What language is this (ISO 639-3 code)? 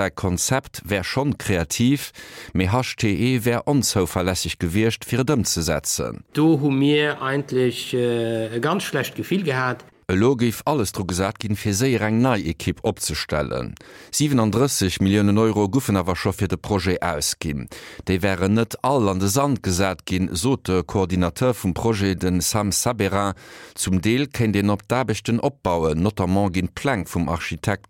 ltz